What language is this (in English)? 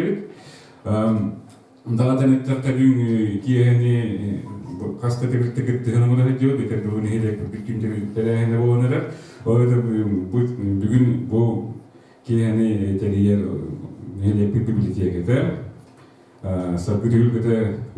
Yakut